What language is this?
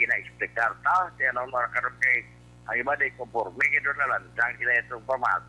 Hiligaynon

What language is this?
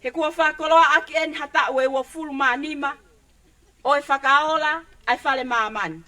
Tongan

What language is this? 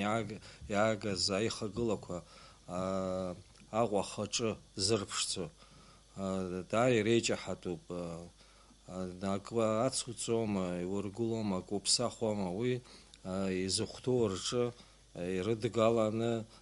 Abkhazian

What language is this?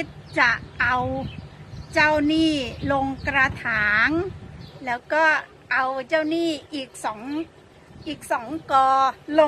Thai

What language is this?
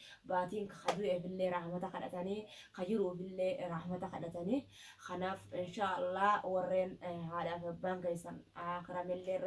Oromo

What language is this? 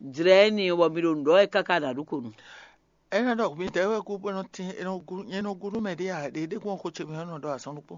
Fon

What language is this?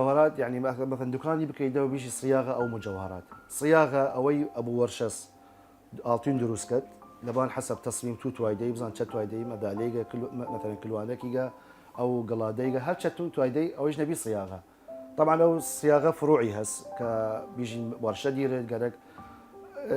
Southern Kurdish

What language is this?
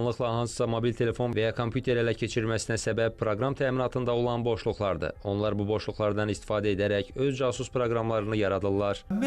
Azerbaijani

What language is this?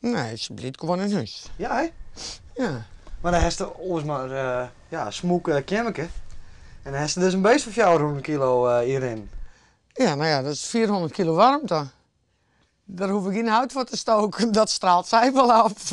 Western Frisian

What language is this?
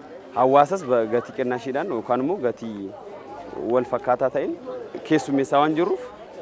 Oromo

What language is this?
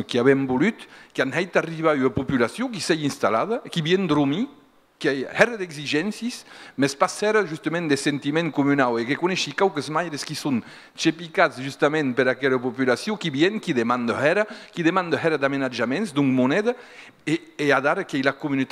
Occitan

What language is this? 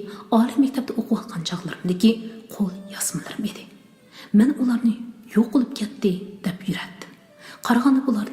Uyghur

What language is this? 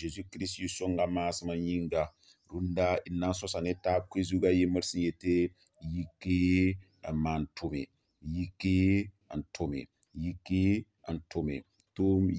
Mossi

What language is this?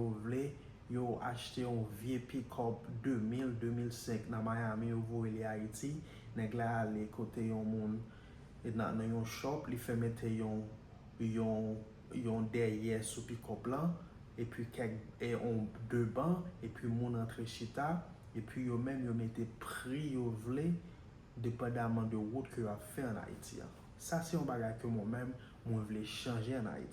Haitian Creole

